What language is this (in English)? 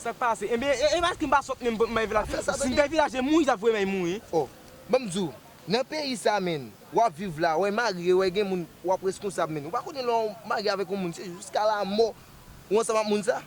Haitian Creole